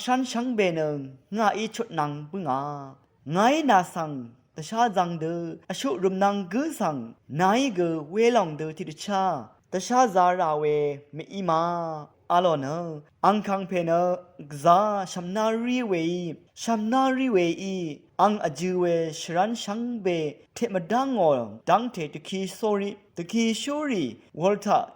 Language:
Rawang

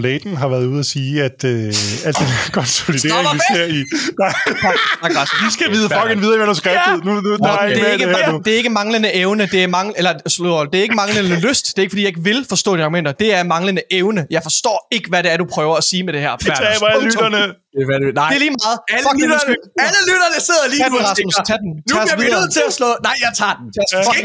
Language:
Danish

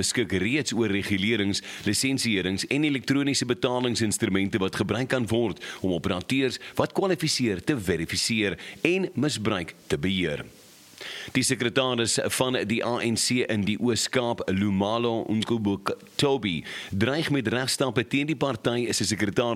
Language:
Afrikaans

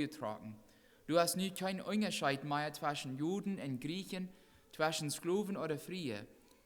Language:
Plautdietsch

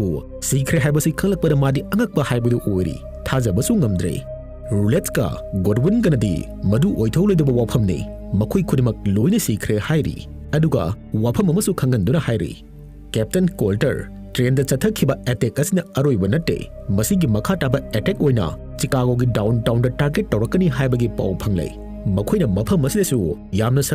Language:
Manipuri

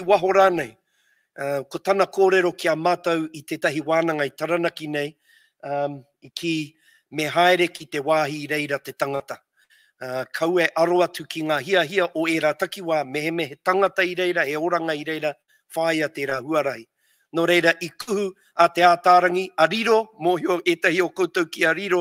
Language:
Māori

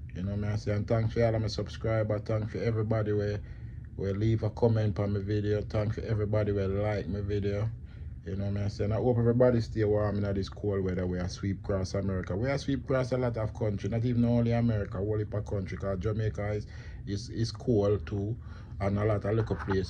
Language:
Jamaican Creole English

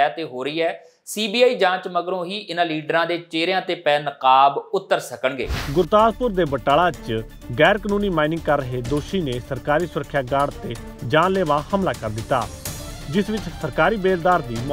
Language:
Punjabi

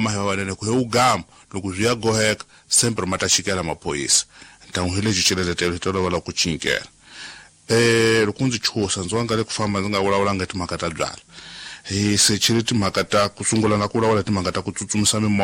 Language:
Tsonga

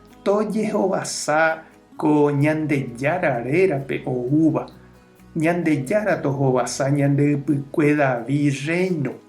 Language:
Guarani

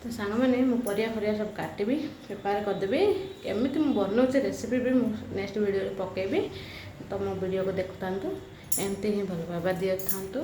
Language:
Odia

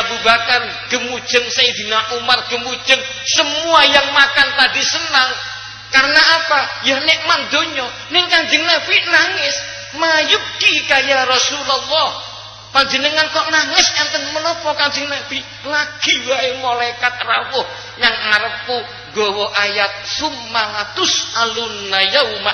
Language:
Javanese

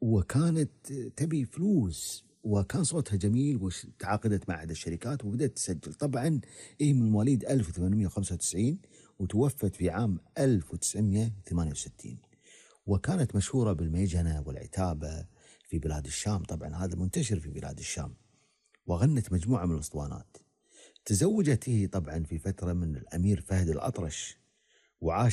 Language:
Gulf Arabic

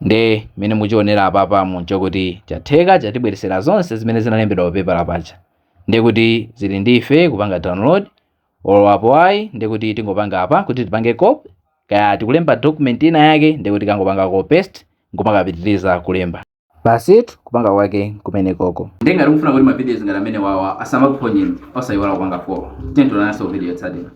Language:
Nyanja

